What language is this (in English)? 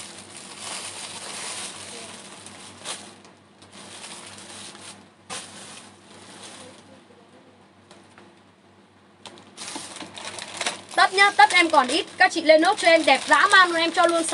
Vietnamese